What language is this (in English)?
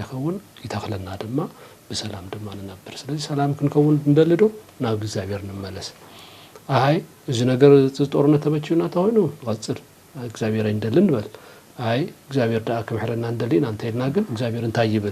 Tigrinya